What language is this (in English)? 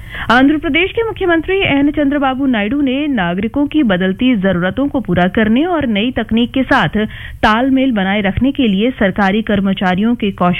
Hindi